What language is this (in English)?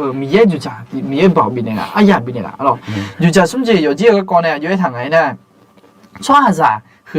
Akha